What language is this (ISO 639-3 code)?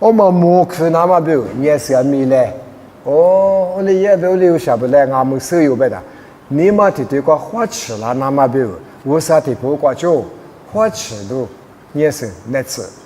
lis